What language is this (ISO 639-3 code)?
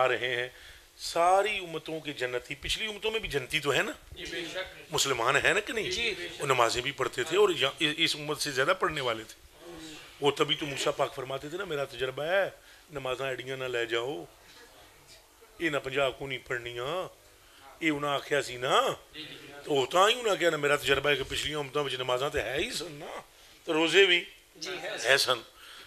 urd